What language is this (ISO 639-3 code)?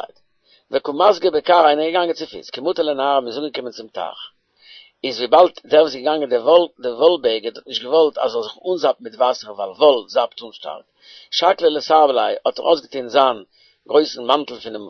yid